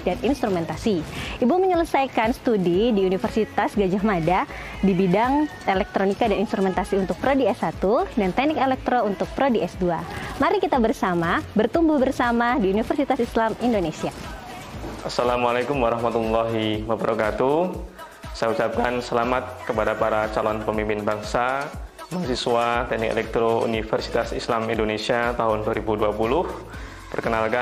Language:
Indonesian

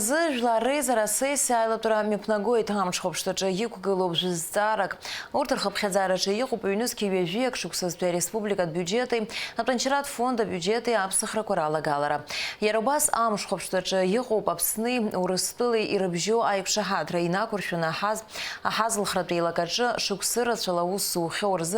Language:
Abkhazian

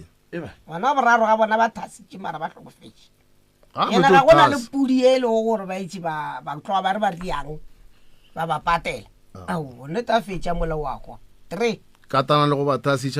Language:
Northern Sotho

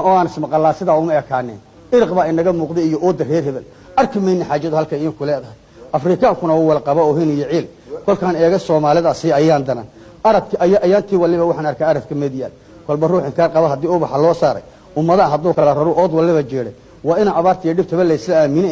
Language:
Somali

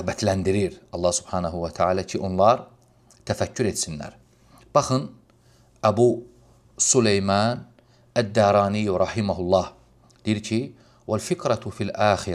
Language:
Azerbaijani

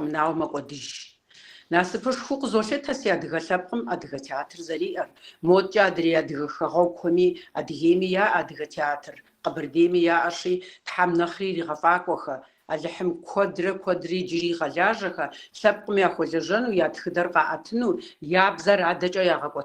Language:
Kabardian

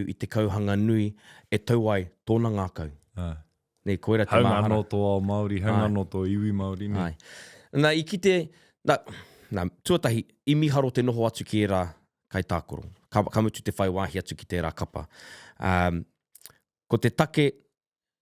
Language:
Māori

